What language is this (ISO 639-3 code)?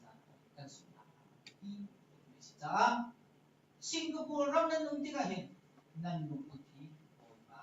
cnh